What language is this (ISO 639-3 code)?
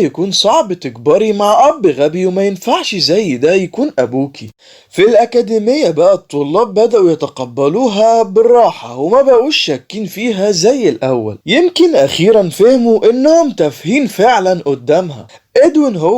arz